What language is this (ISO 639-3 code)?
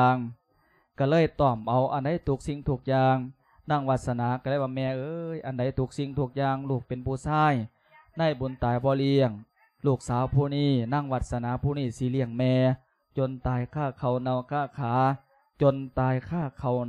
lao